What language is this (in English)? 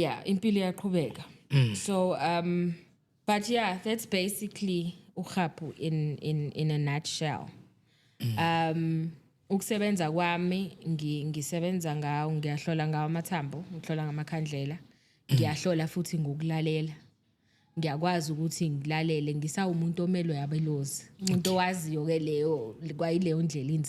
Zulu